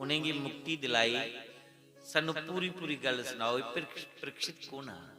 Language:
Dogri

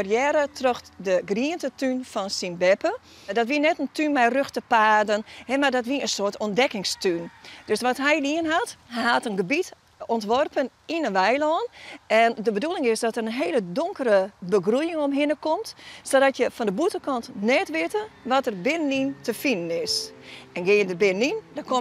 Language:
Western Frisian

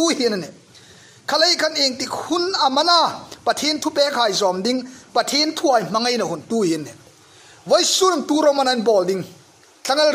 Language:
Hmar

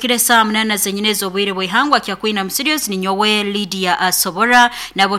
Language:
Nyoro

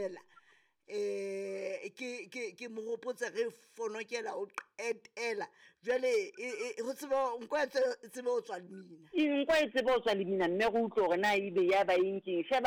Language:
Southern Sotho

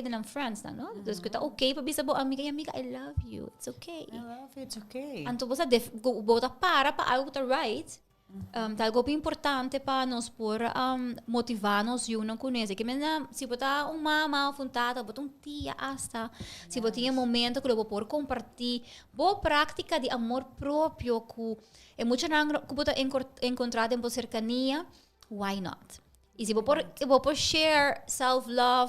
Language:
Papiamento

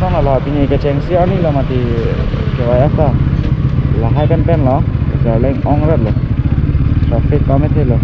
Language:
Karbi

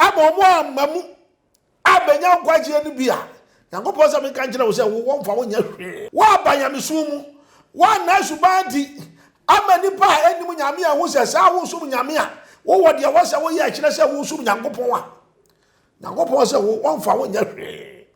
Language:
Akan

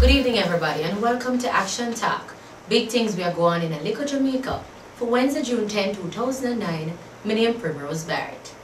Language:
Jamaican Creole English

